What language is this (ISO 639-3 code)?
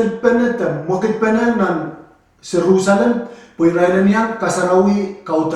pon